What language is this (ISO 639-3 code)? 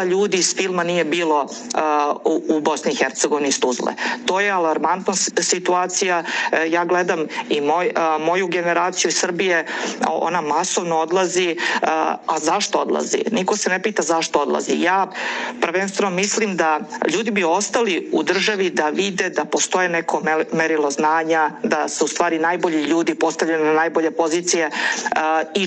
srp